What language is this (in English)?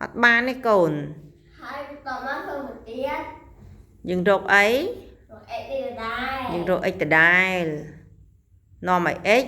Khmer